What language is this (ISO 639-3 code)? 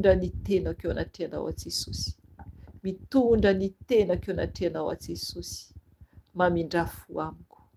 mlg